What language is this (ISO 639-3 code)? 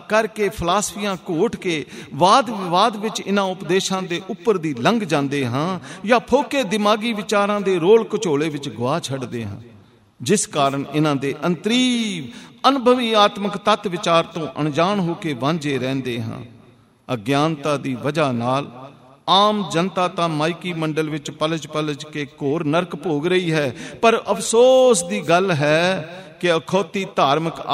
pan